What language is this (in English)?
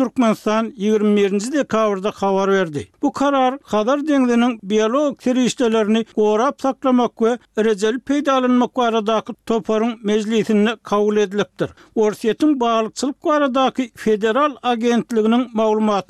Turkmen